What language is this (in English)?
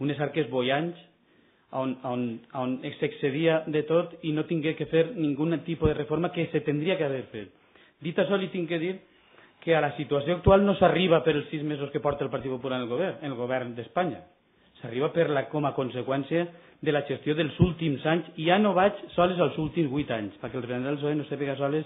Catalan